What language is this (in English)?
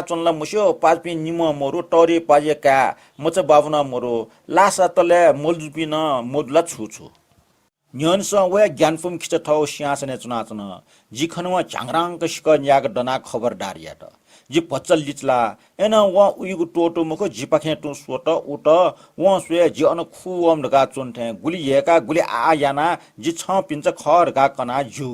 Newari